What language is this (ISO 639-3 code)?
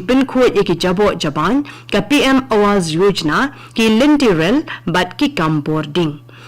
kha